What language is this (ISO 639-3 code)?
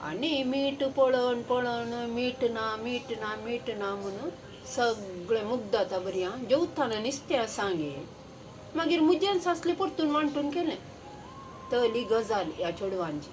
kok